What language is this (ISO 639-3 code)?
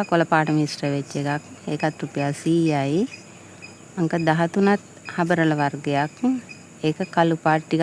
sin